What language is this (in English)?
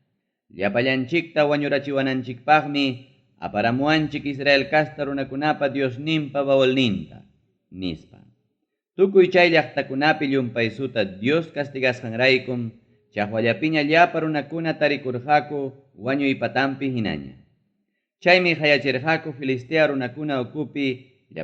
Ayacucho Quechua